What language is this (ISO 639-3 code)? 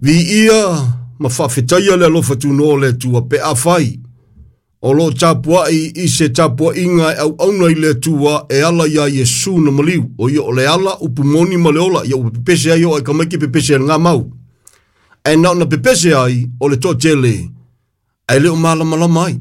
smo